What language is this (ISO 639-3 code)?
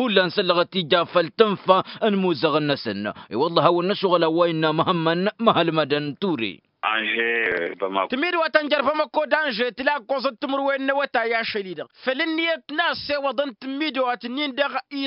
taq